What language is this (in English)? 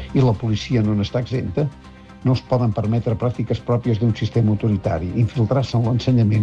Catalan